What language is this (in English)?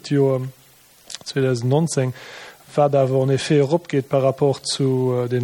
Luxembourgish